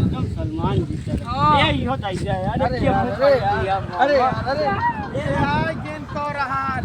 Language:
Awadhi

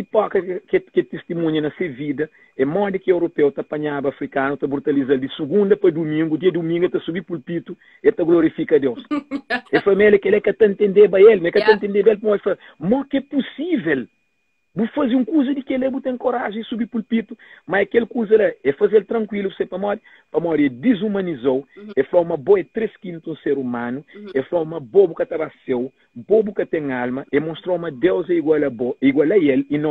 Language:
Kabuverdianu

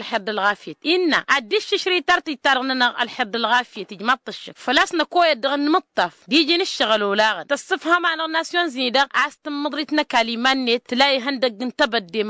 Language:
Tamasheq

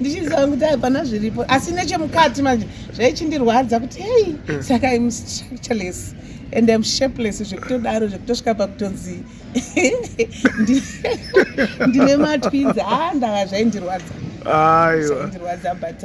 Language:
Shona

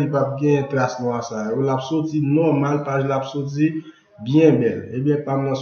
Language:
Haitian Creole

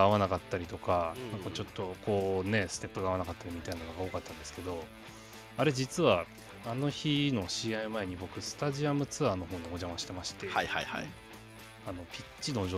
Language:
Japanese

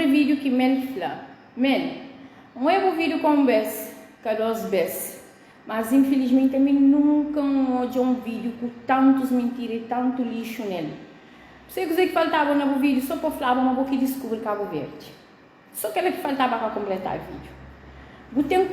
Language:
Kabuverdianu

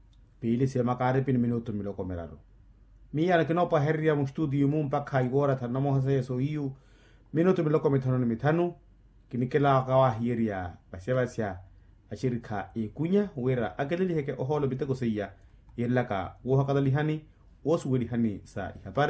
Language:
Makhuwa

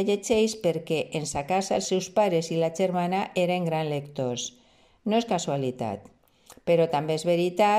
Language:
Catalan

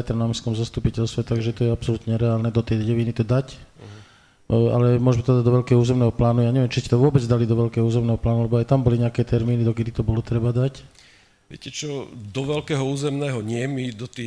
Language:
Slovak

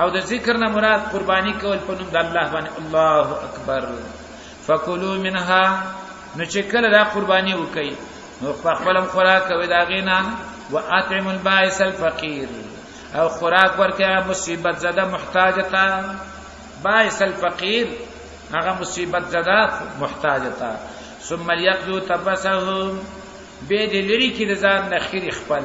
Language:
Pashto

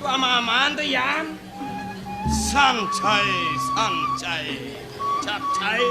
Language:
Balinese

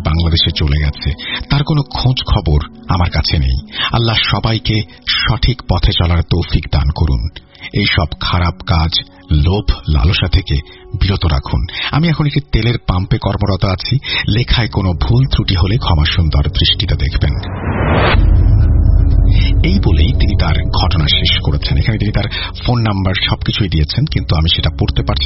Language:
Bangla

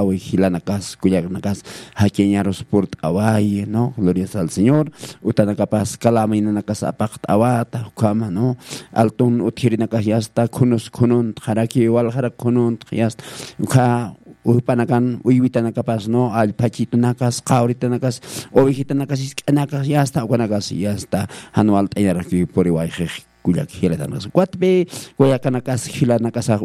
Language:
Aymara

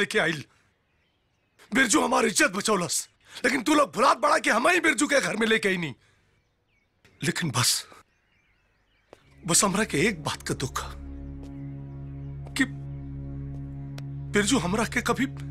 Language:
Bhojpuri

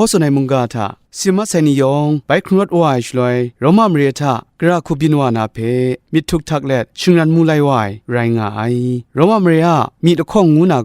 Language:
Kachin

